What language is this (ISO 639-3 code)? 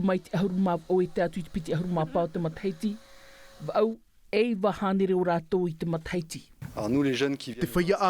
tah